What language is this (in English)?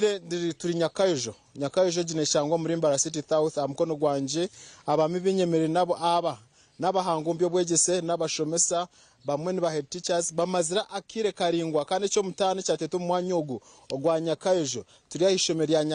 Nyankole